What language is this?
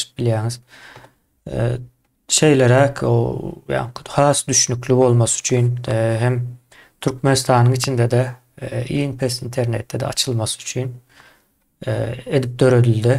Turkmen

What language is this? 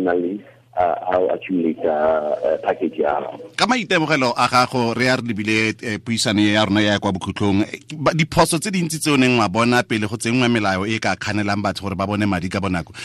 Tswana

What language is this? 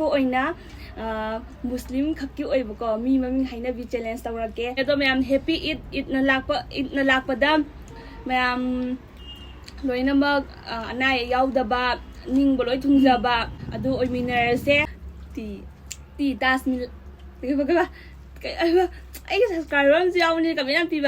Manipuri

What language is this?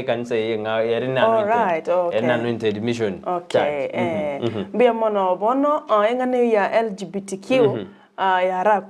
Gusii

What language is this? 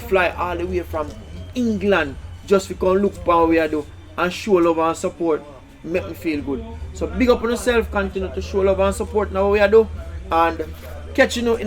Jamaican Creole English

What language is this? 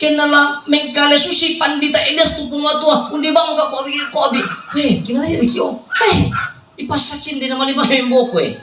Toraja-Sa'dan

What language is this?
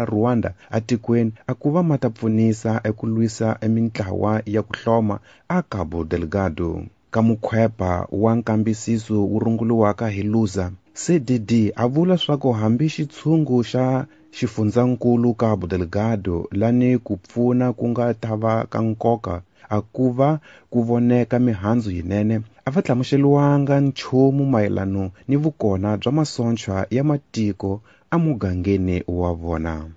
Tsonga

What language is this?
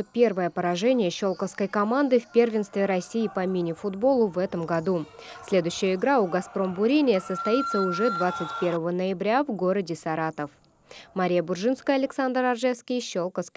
Russian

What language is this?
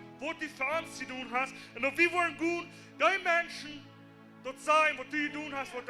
Plautdietsch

